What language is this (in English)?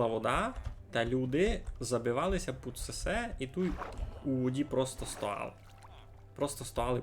Rusyn